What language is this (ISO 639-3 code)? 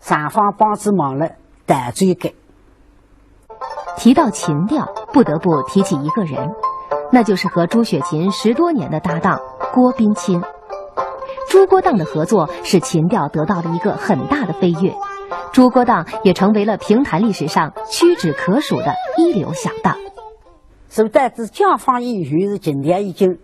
wuu